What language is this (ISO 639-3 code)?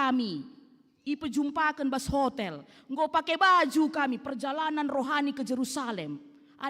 btx